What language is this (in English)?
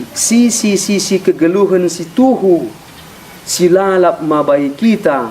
Batak Karo